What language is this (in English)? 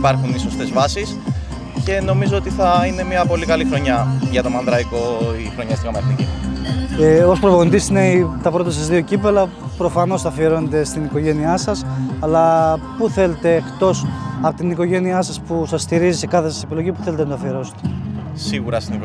Greek